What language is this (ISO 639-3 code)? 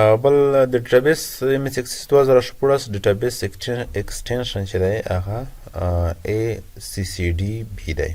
pus